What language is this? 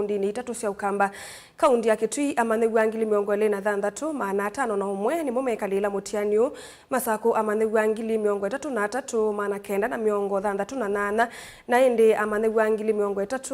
Kamba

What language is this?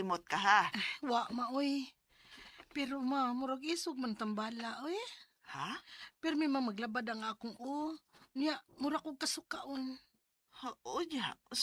Cebuano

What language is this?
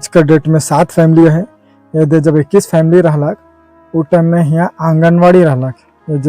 Sadri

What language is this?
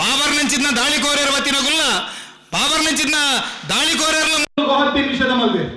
Tulu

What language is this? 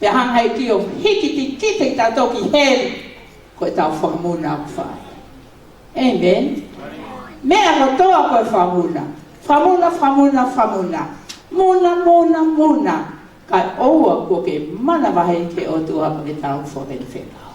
Tongan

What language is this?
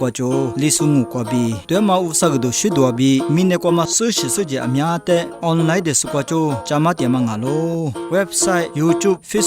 Lisu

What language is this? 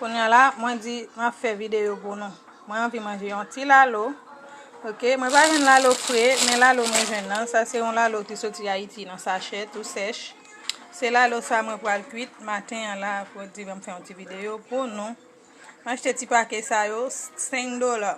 Haitian Creole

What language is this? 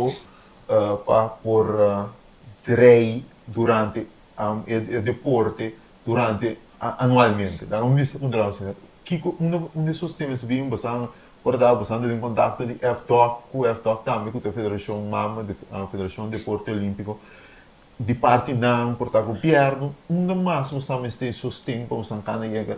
Papiamento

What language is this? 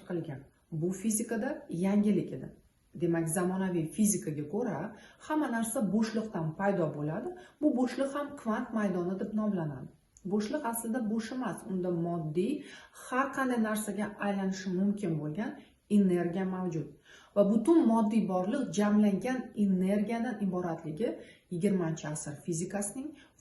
Uzbek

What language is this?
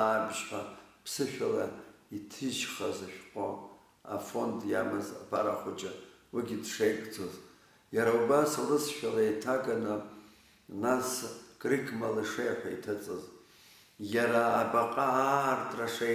Abkhazian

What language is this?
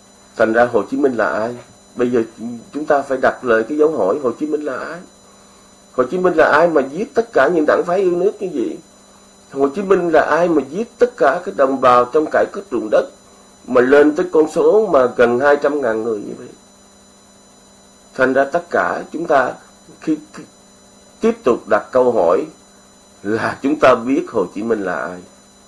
Vietnamese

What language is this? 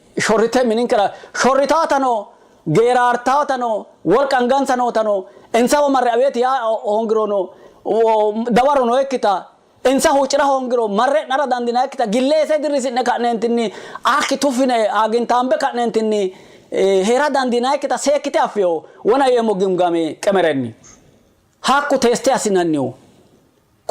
Sidamo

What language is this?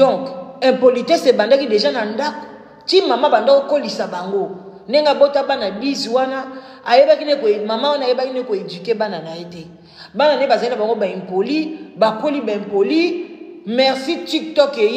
Lingala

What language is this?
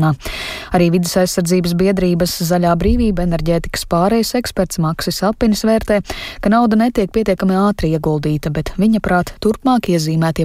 Latvian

